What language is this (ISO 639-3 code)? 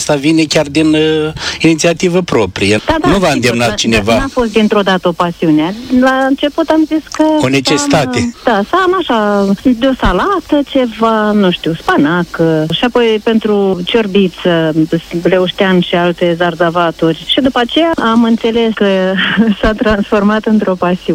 ron